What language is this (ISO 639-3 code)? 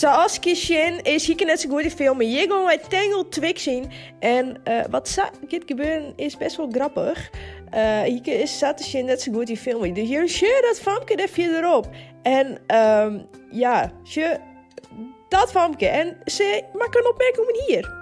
fry